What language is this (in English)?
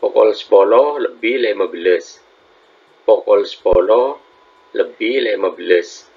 Madurese